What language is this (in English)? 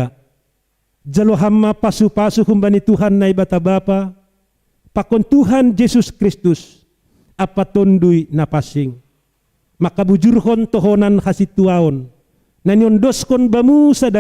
Batak Simalungun